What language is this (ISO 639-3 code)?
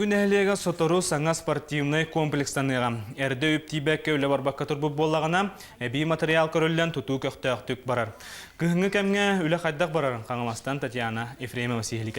sah